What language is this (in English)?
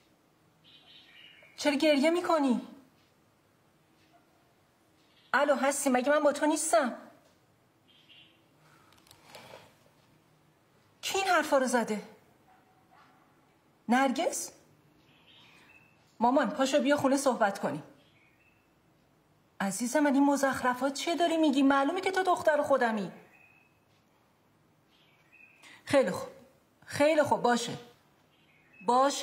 Persian